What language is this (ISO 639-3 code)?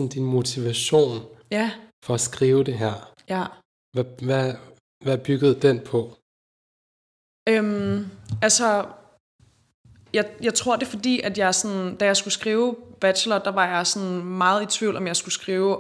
dan